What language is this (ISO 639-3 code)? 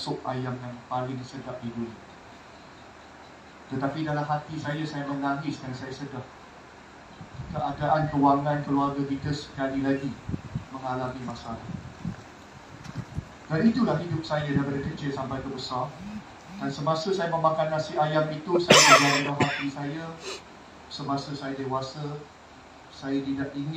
msa